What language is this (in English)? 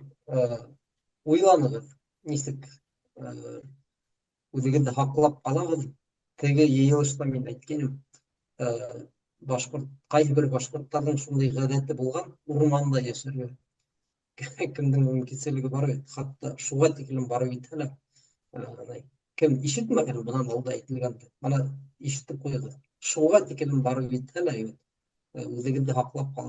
Bashkir